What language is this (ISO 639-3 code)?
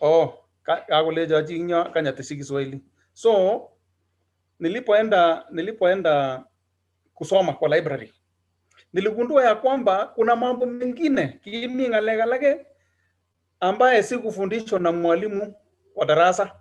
kln